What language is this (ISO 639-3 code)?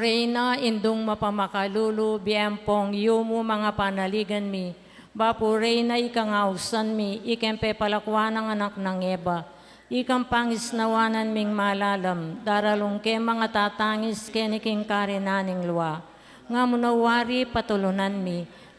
pam